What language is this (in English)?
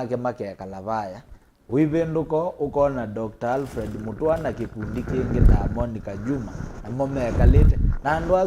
Kamba